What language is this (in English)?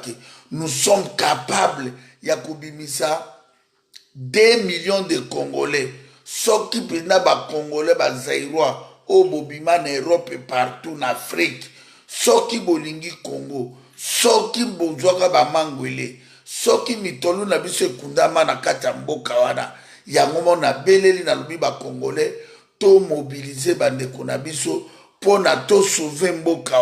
Lingala